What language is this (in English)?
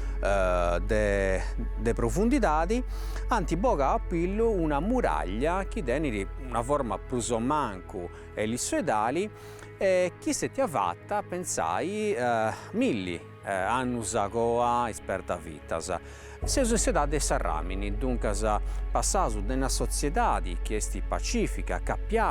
Sardinian